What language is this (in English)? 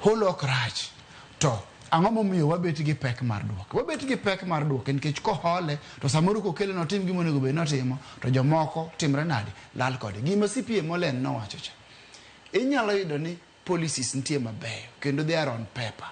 Luo (Kenya and Tanzania)